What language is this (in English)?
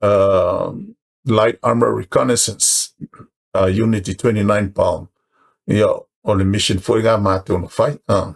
Samoan